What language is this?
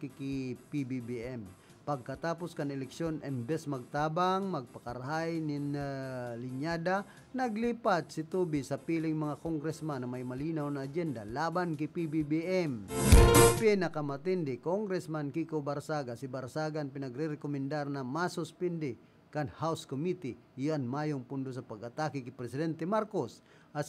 Bikol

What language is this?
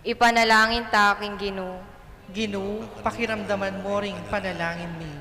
Pampanga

